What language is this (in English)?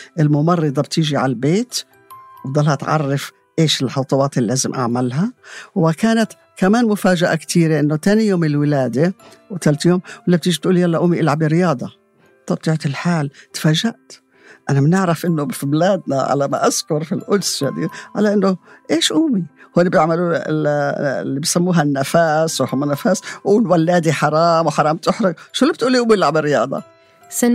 North Levantine Arabic